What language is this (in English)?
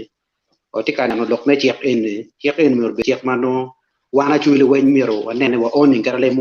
Acoli